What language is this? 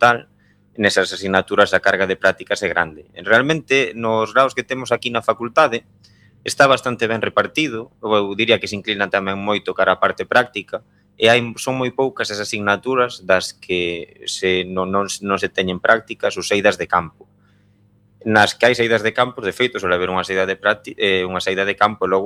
Galician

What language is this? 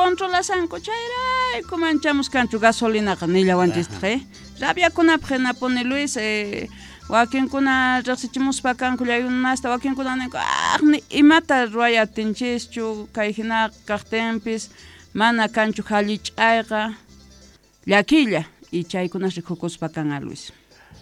Quechua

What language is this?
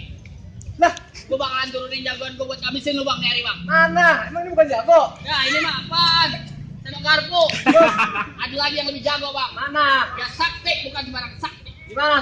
Betawi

